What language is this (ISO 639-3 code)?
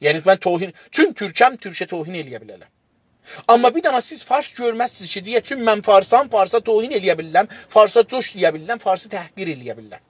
azb